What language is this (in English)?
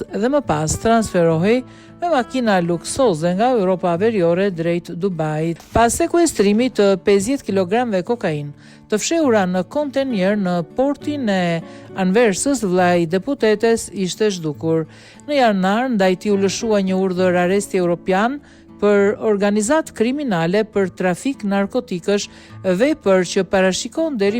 Albanian